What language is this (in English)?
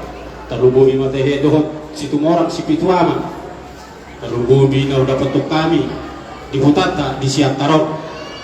Batak Toba